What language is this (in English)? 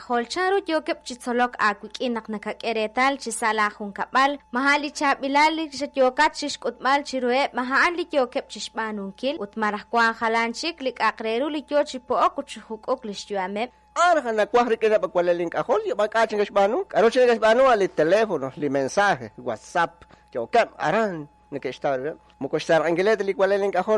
Kekchí